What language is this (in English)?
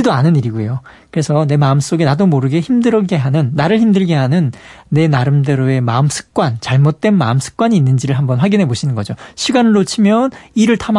Korean